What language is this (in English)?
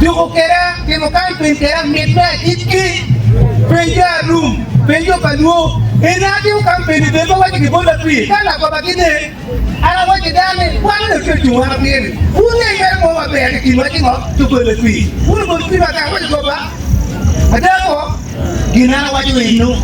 Acoli